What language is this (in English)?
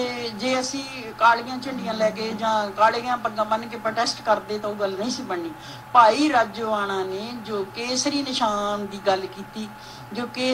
Punjabi